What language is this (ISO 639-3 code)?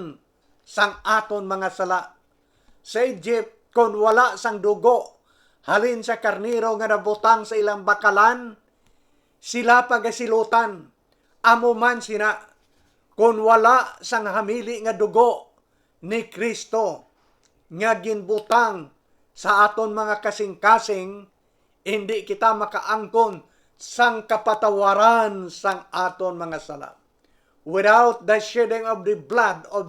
hil